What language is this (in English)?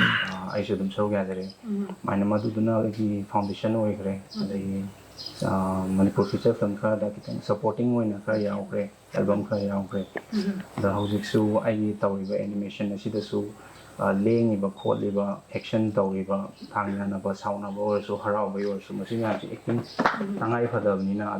Manipuri